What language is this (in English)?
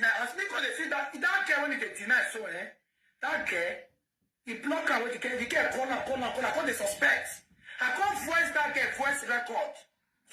Nigerian Pidgin